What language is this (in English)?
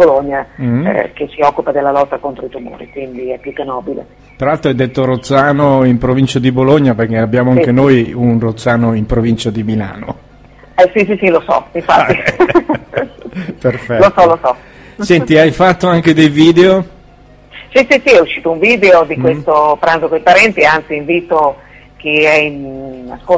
Italian